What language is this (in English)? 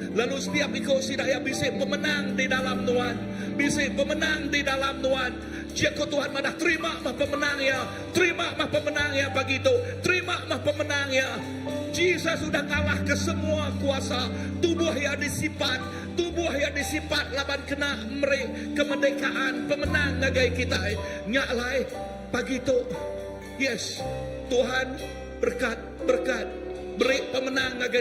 Iban